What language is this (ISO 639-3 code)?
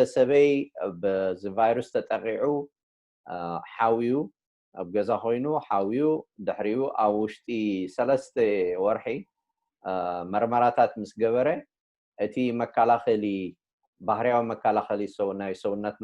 tir